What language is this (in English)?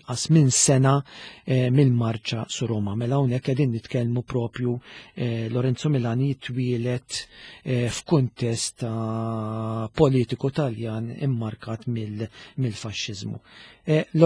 Maltese